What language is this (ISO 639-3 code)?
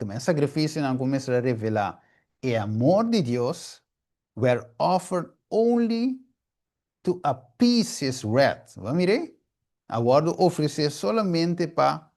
pap